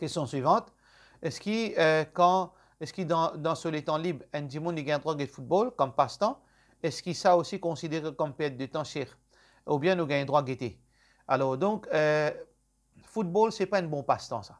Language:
Morisyen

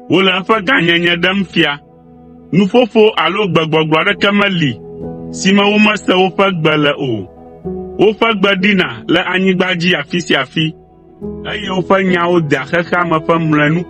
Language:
Ewe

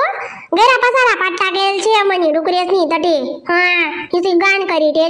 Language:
Khandesi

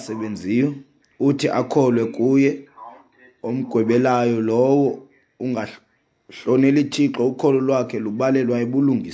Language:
Xhosa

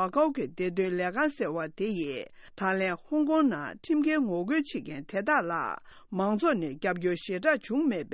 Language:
Tibetan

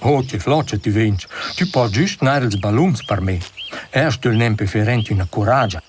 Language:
Romansh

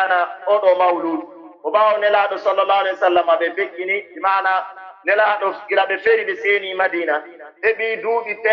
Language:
Pular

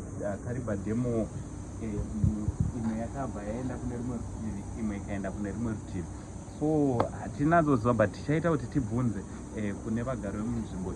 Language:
Shona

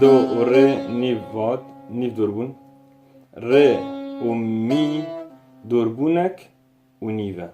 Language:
Kurdish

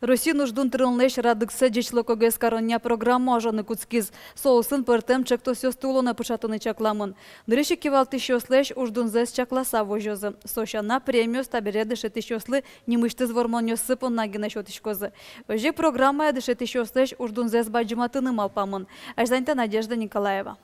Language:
Udmurt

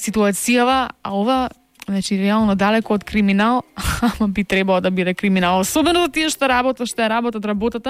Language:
Macedonian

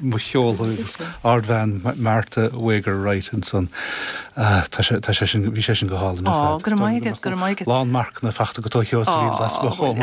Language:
Irish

